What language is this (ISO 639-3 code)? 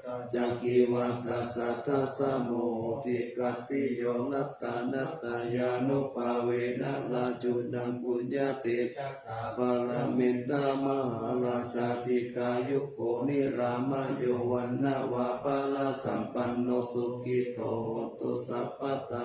pli